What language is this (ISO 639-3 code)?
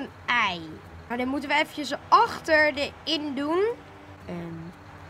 nld